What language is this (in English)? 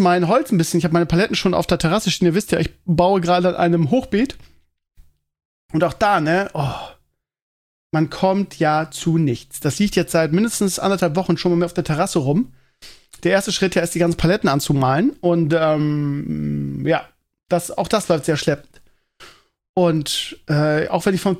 German